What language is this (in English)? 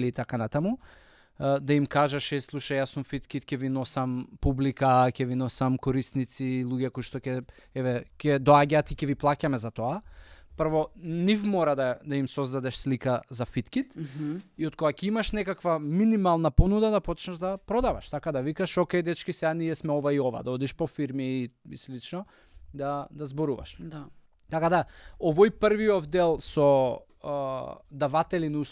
Macedonian